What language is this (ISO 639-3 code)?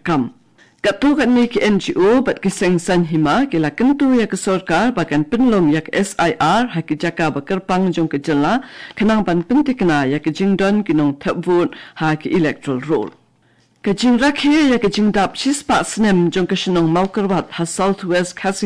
kha